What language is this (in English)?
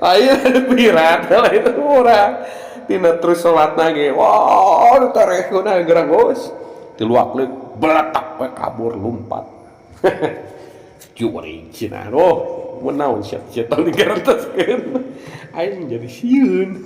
Sundanese